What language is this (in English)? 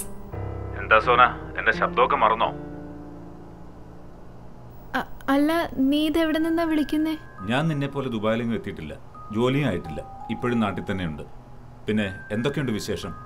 Malayalam